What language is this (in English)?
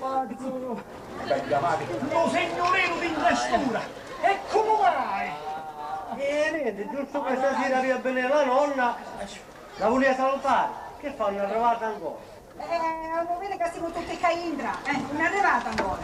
Sicilian